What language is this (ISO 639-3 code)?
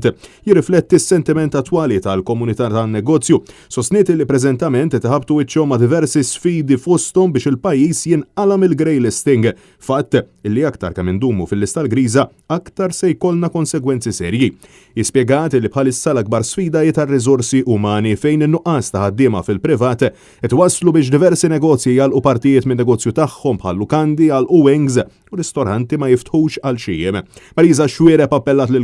mlt